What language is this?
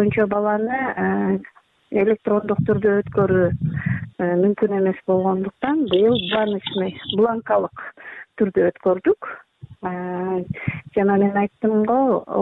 Kyrgyz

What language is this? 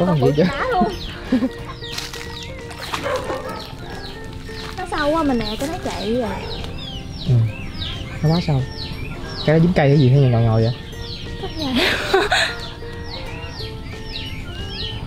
Vietnamese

